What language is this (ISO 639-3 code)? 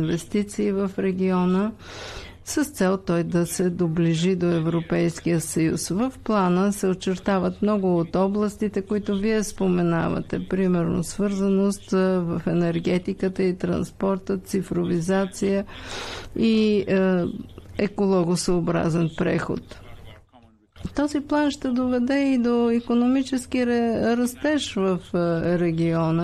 bul